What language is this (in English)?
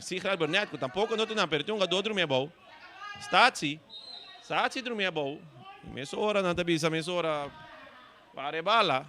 Papiamento